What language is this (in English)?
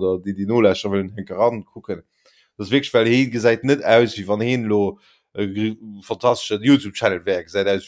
Luxembourgish